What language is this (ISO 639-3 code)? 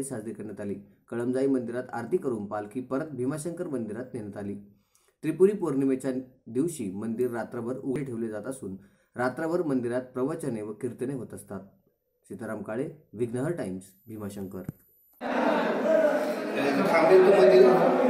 mar